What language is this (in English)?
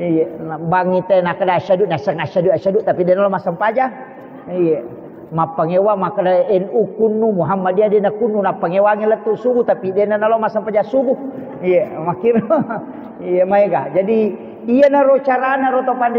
Buginese